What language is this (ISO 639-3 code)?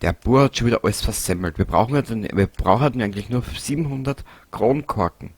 bar